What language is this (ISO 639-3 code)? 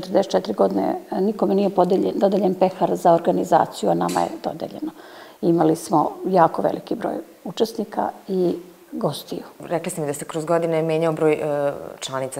srp